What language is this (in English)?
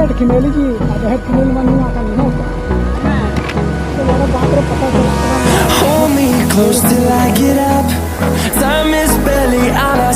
Santali